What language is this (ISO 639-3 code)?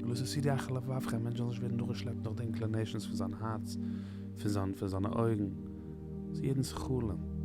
yid